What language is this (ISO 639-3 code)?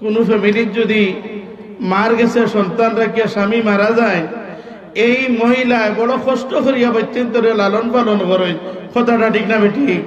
syl